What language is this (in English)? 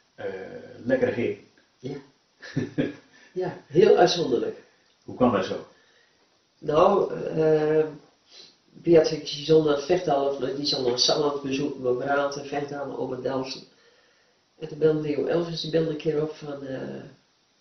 Dutch